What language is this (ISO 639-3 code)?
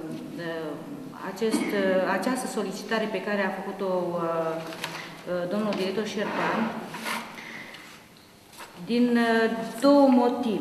ron